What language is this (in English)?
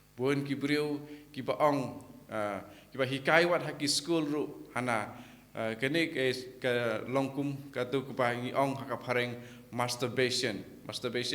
Khasi